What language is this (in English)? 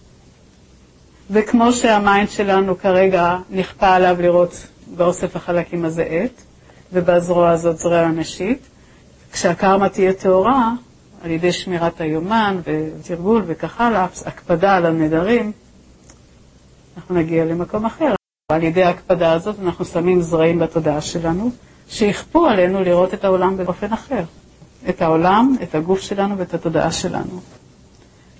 Hebrew